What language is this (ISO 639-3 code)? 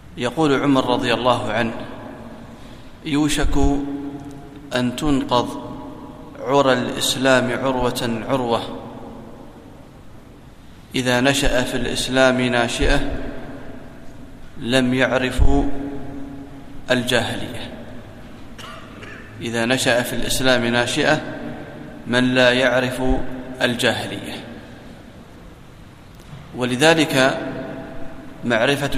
ara